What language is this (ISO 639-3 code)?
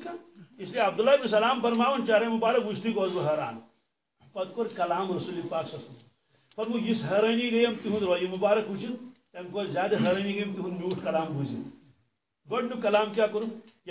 kas